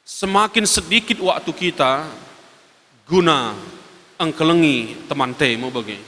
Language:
Batak Karo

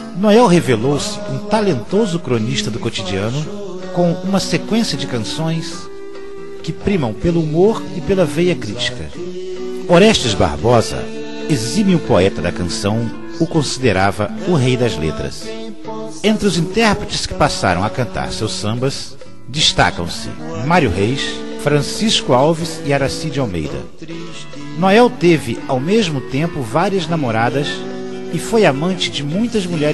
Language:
Portuguese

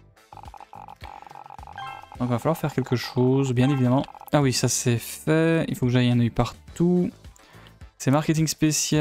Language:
French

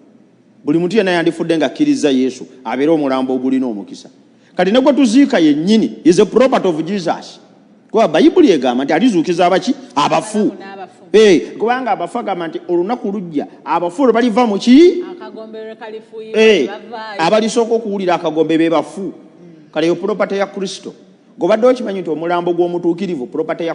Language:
Ganda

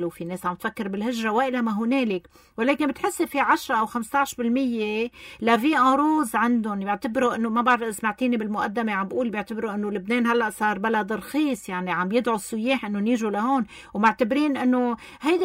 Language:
North Levantine Arabic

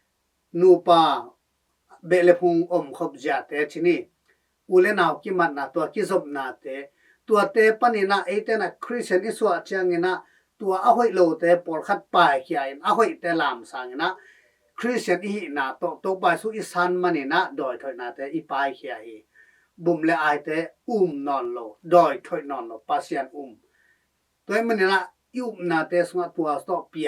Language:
Tedim Chin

